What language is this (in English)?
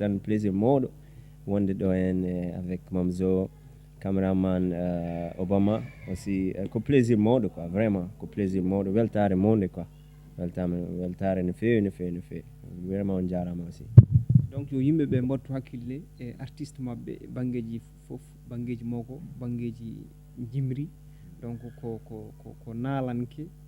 Fula